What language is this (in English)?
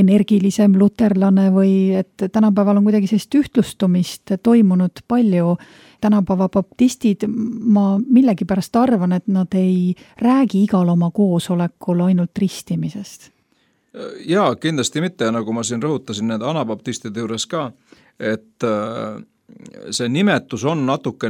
Estonian